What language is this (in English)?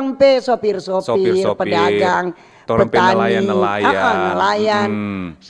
Manado Malay